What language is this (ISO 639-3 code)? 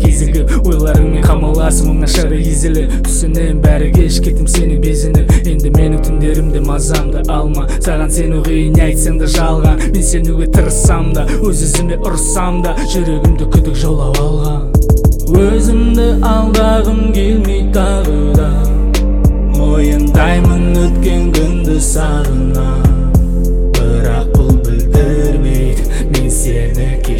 kaz